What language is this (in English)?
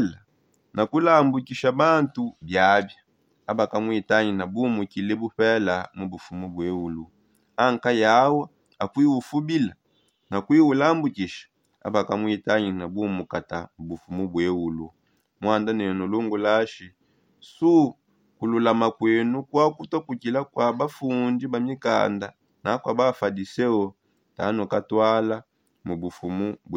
Songe